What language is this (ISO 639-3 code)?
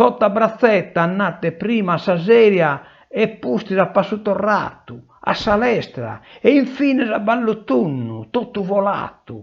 srd